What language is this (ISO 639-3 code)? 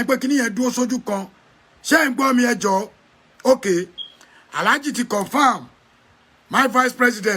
yor